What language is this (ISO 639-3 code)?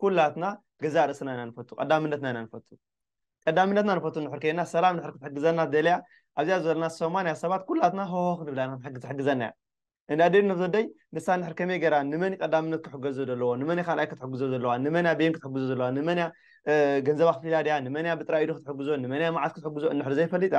tir